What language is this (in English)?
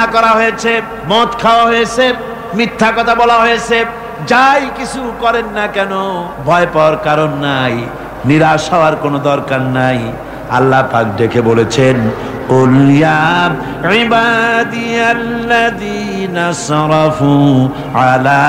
Bangla